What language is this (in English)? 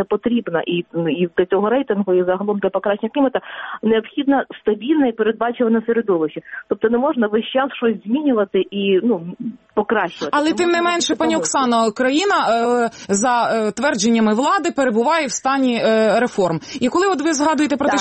Ukrainian